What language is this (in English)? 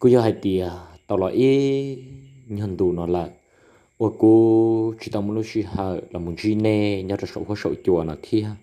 Hmong